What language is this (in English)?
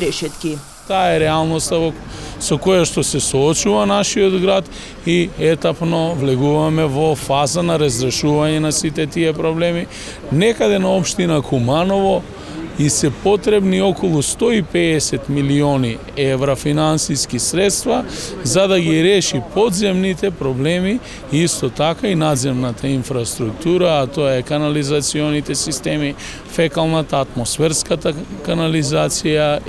Macedonian